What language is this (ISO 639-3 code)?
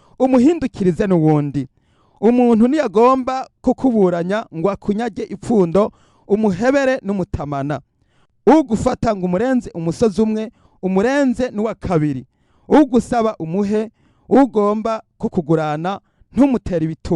run